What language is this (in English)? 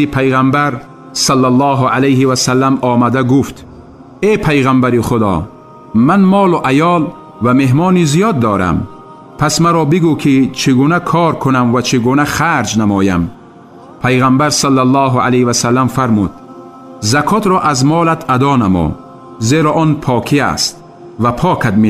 Tajik